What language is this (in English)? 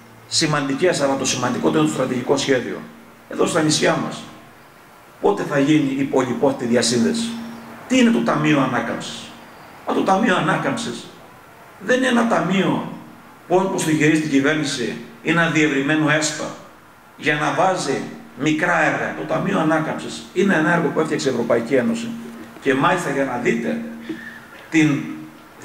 Greek